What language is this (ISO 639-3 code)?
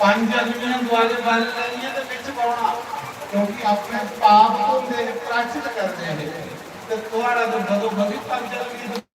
doi